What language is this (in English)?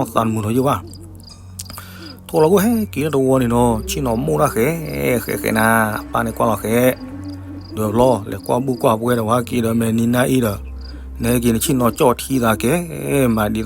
S'gaw Karen